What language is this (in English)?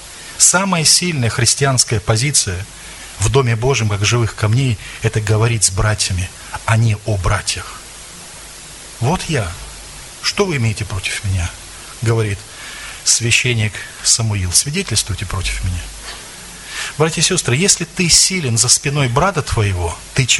Russian